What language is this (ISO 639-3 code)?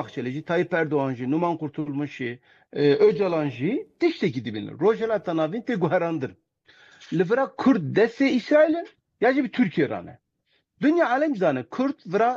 kur